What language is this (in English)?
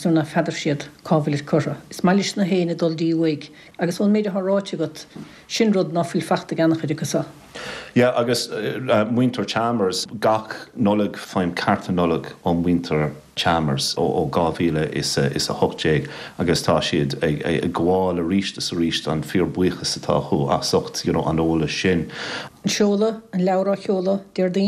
Irish